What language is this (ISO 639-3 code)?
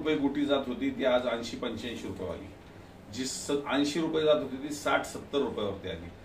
mar